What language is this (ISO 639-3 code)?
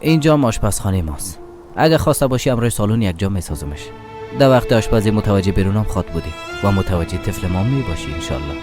fas